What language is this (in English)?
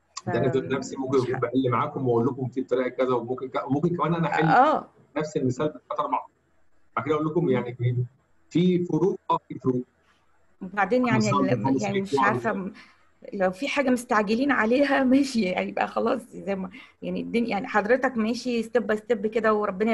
Egyptian Arabic